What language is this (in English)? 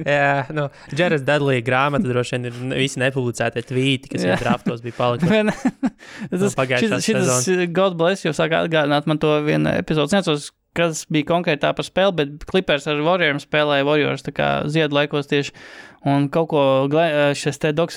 Latvian